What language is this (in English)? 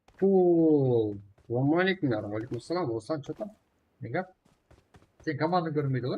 Kara-Kalpak